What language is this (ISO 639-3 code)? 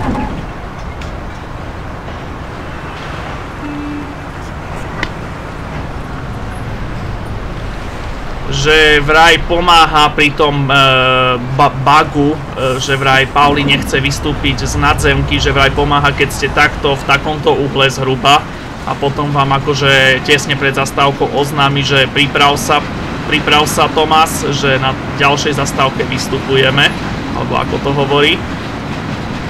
slk